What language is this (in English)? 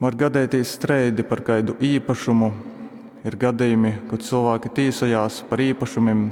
Latgalian